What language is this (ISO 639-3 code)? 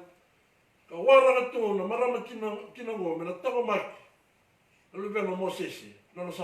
fij